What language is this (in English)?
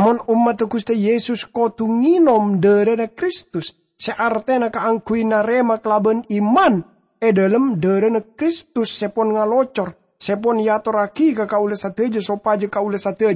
Madurese